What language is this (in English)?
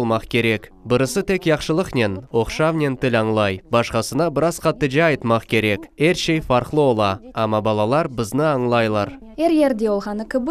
Crimean Tatar